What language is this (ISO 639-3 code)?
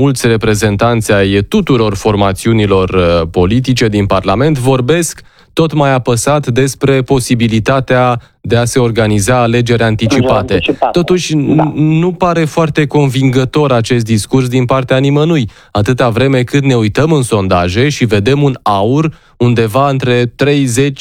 ron